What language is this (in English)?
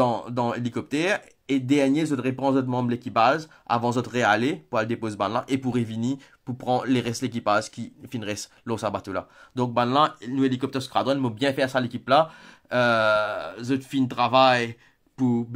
Morisyen